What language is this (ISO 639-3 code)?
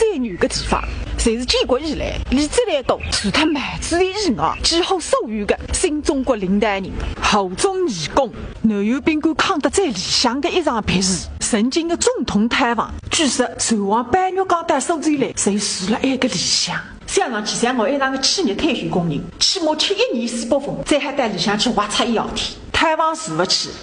wuu